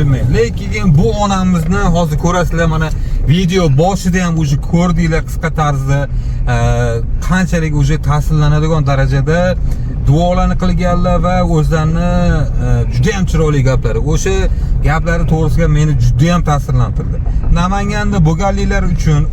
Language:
Uzbek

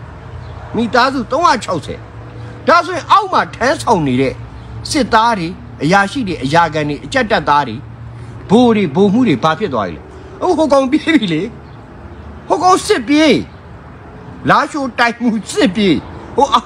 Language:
Burmese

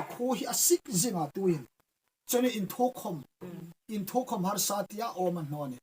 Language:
Hmar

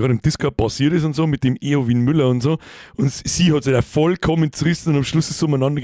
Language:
Bavarian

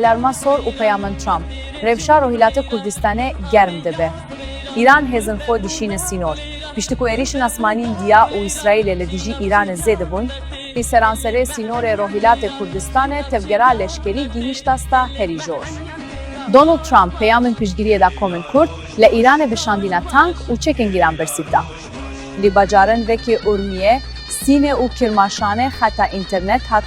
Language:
Kurdish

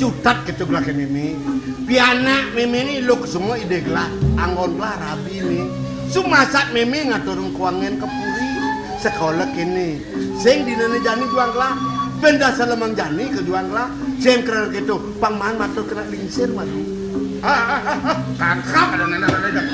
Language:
Balinese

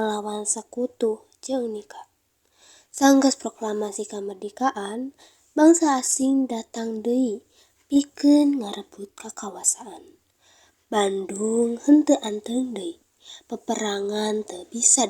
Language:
Sundanese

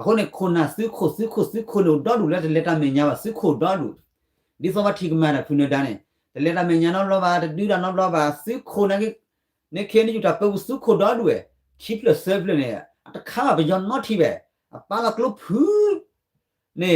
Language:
S'gaw Karen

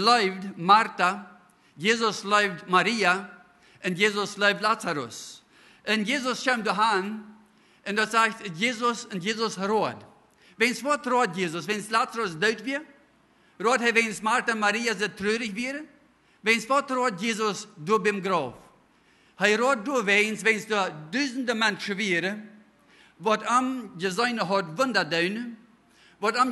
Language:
Plautdietsch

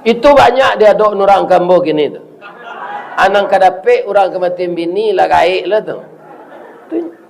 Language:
Minangkabau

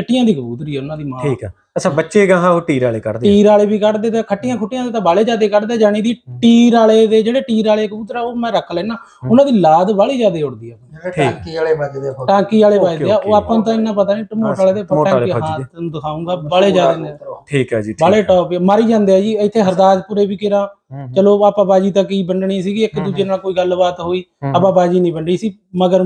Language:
Punjabi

